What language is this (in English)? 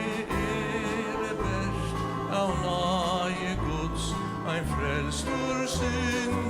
Faroese